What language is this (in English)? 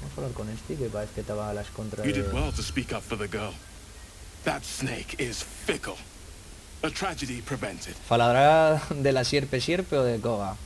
Asturian